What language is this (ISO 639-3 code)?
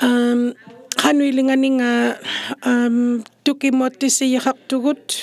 iku